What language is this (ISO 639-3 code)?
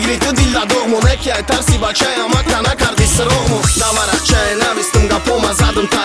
tgk